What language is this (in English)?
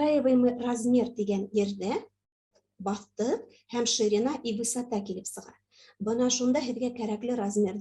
Bashkir